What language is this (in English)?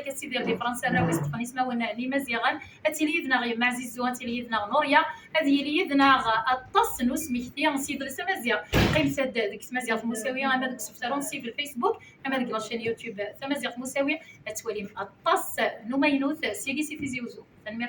Kabyle